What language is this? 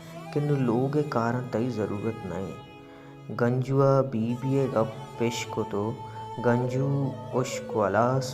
Baluchi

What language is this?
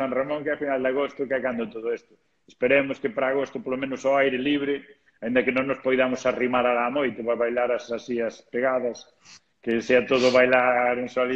Galician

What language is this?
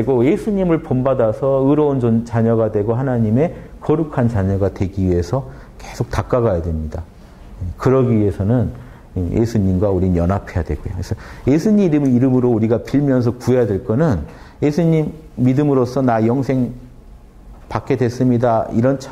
Korean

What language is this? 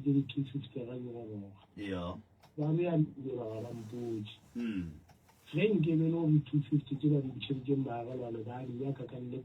Northern Sotho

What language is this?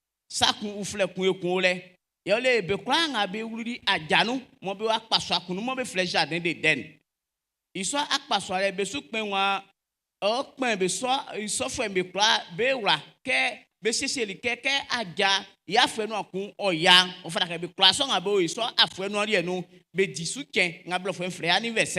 Baoulé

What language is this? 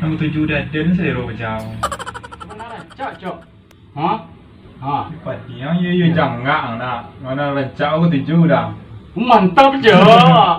Minangkabau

